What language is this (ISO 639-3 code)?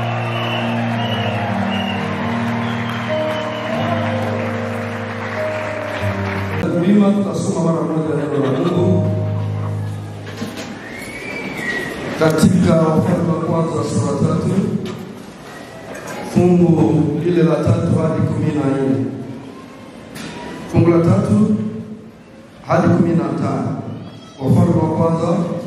swa